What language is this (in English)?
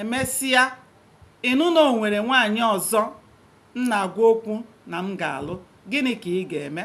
Igbo